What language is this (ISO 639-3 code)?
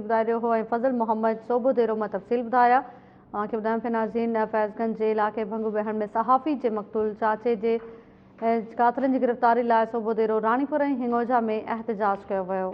snd